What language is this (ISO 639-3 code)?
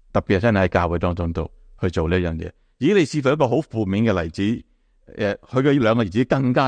yue